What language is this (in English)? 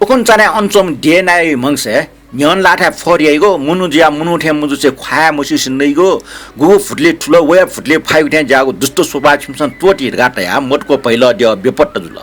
Newari